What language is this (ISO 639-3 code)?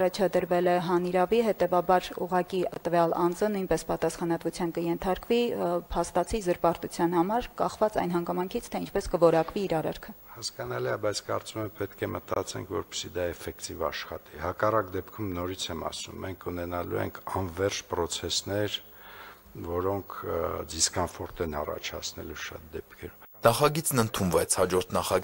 hye